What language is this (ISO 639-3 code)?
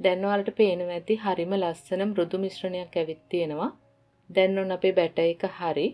sin